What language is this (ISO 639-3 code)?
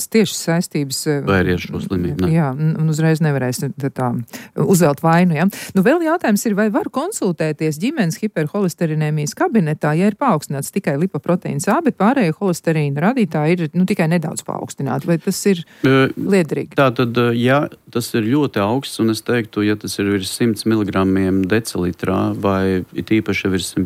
lav